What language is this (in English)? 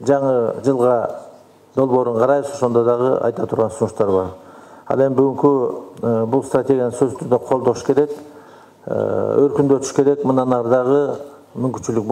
Kyrgyz